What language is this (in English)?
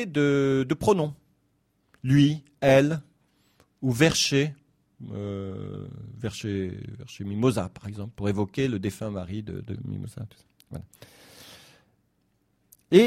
French